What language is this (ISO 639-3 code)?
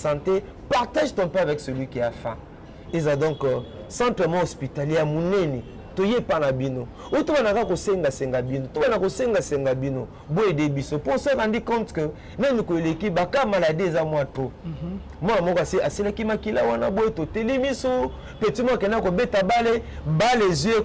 lin